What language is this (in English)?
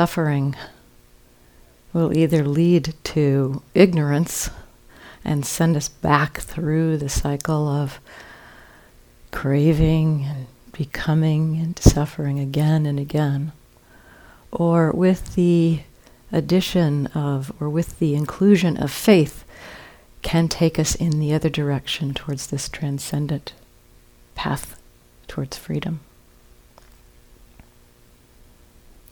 English